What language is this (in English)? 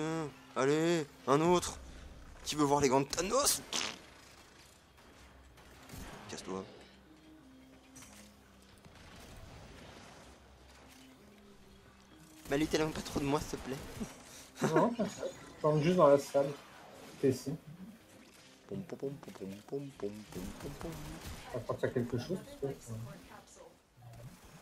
French